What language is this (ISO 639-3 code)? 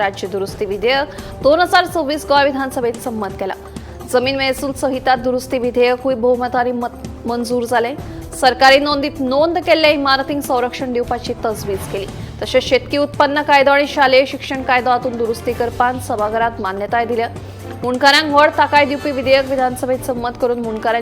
kok